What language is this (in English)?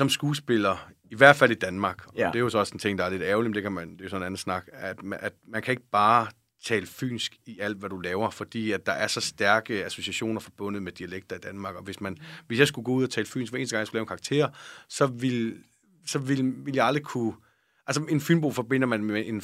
Danish